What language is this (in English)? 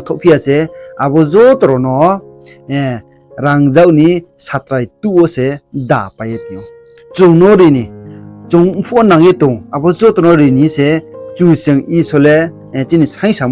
Riang (India)